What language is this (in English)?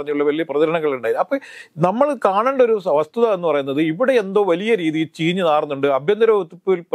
Malayalam